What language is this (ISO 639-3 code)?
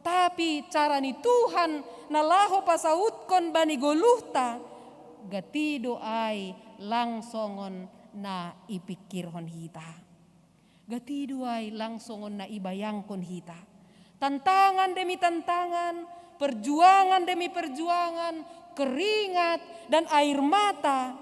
bts